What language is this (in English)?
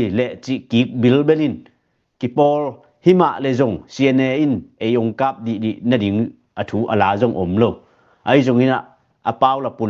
Tedim Chin